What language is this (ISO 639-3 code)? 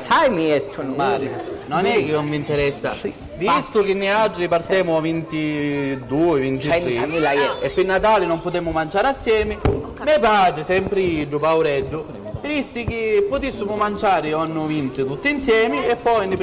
scn